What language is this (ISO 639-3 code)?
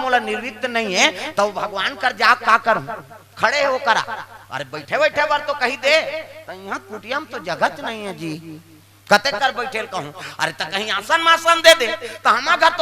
hne